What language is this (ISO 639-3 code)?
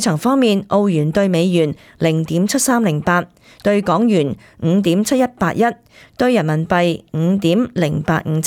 yue